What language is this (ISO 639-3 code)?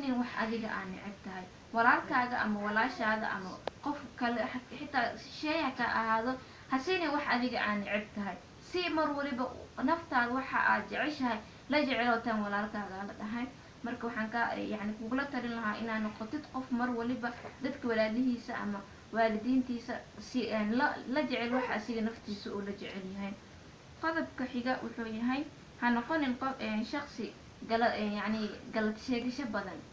som